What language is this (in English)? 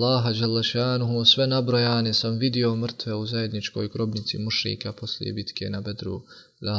Bosnian